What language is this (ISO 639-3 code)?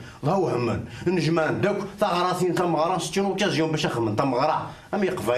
kab